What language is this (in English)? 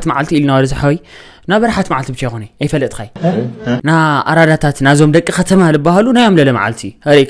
Tigrinya